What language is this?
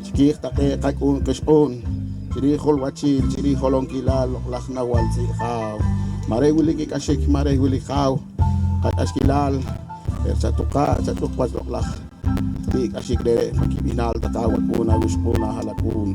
Poqomchi'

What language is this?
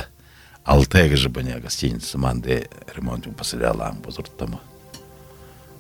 Buriat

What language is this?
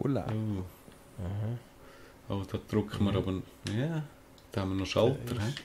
Swiss German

